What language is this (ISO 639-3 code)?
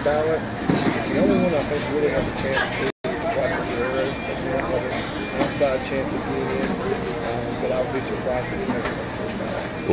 eng